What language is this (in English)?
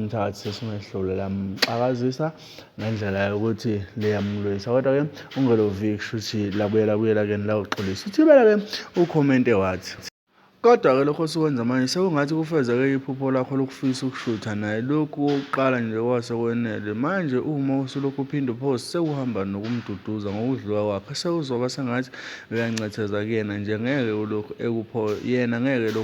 Zulu